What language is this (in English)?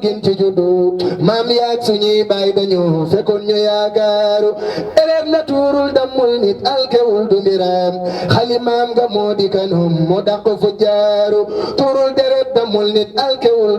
Wolof